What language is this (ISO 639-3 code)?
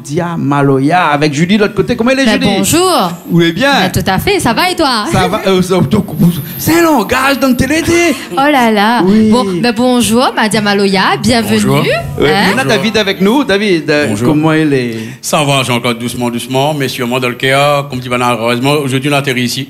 rcf